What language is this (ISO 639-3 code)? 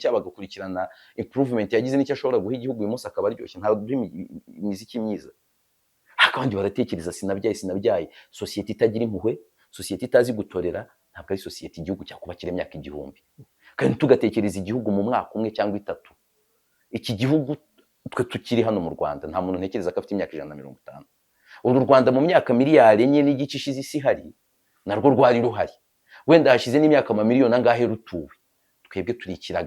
kin